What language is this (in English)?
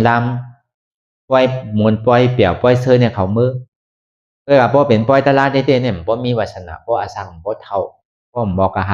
Shan